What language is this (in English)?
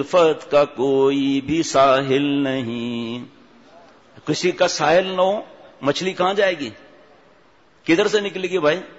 Urdu